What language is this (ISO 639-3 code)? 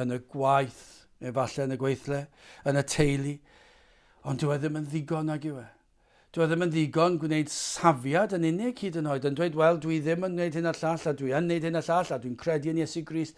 cym